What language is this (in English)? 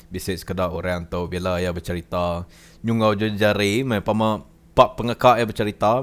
Iban